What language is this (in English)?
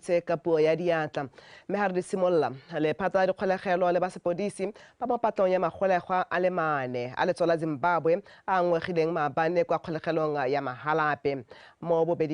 Tswana